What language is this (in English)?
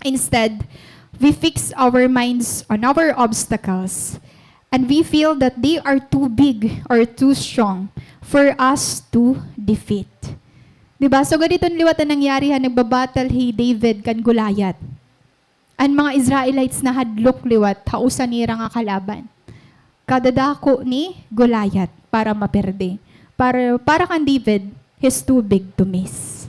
Waray